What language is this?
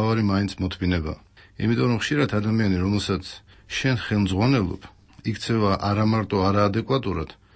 Georgian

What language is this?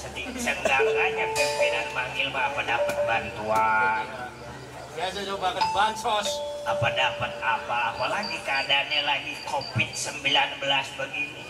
Betawi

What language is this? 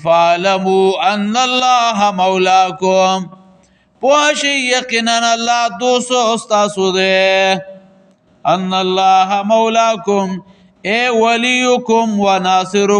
Pashto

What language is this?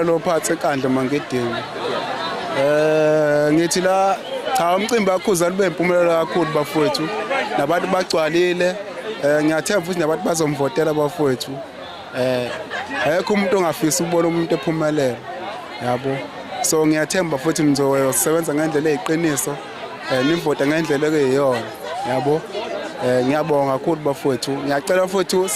Zulu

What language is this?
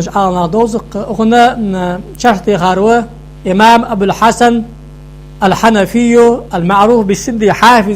Ingush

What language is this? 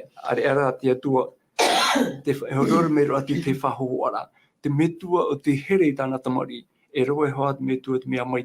Tahitian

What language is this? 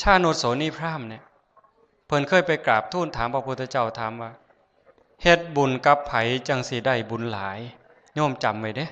Northeastern Thai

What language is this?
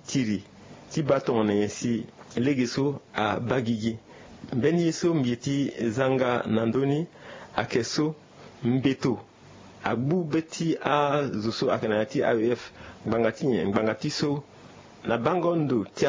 Sango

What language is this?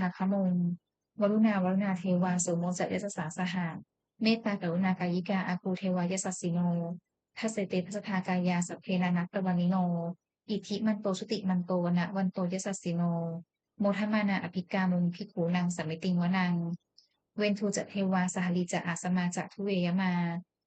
Pali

